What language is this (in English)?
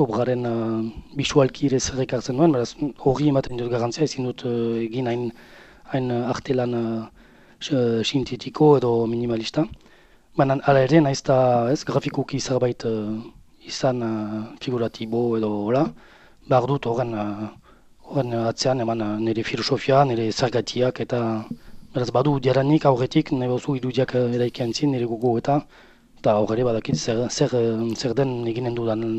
Basque